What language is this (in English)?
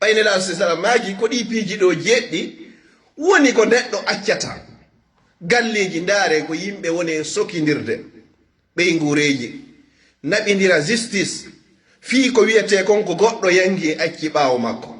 Fula